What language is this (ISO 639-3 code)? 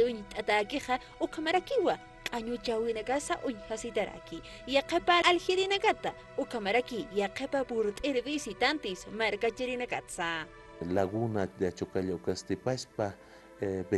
aym